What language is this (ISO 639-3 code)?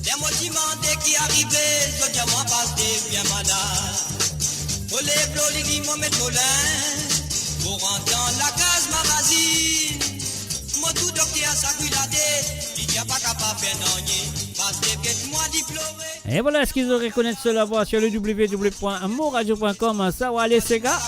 mfe